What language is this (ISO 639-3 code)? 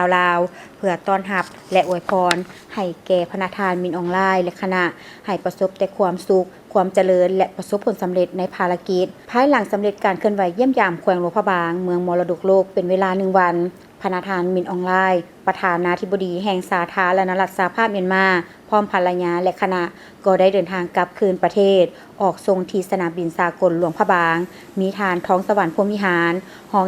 lao